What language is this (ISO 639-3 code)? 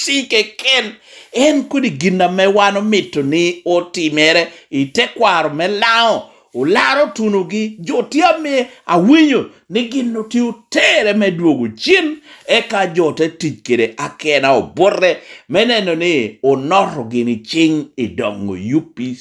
laj